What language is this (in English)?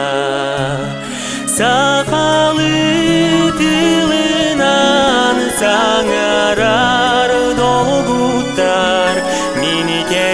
Yakut